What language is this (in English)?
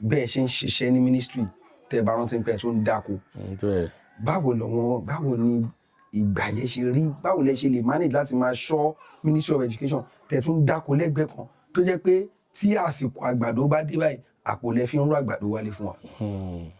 Yoruba